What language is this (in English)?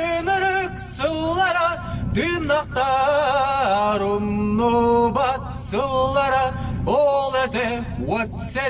Yakut